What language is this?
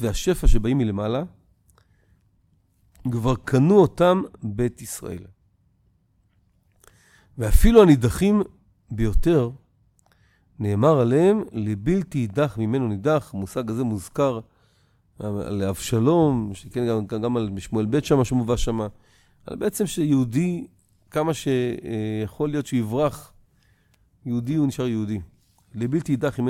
Hebrew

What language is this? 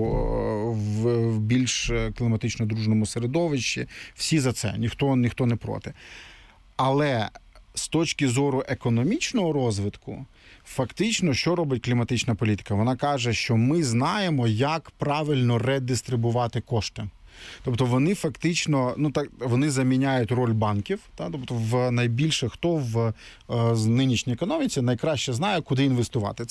Ukrainian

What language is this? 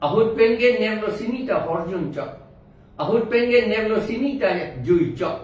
Karbi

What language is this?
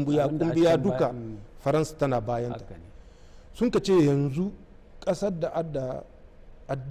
Hausa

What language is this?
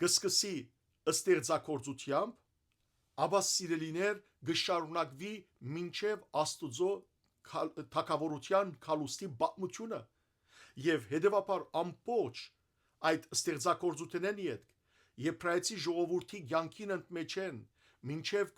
Western Armenian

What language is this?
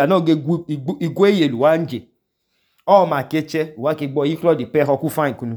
Idoma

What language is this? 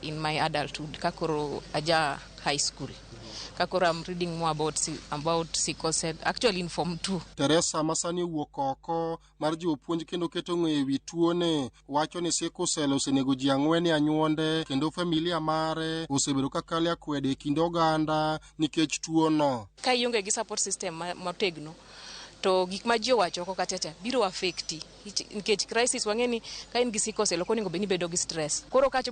Luo (Kenya and Tanzania)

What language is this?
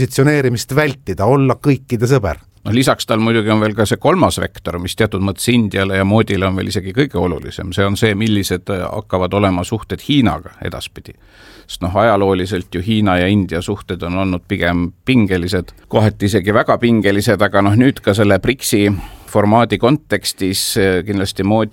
Estonian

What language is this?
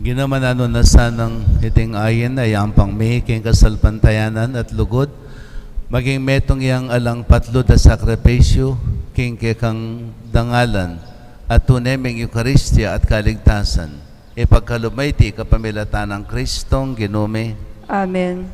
Pampanga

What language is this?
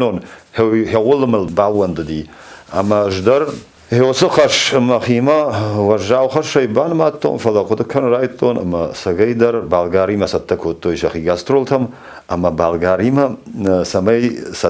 Ossetic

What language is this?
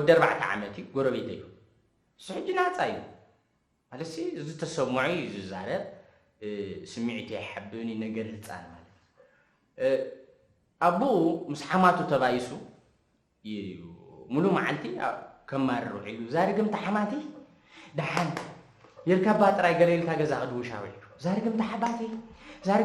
Tigrinya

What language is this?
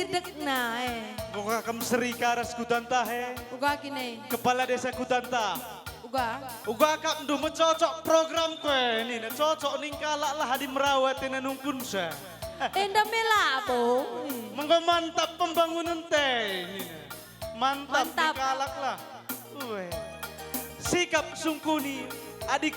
Batak Karo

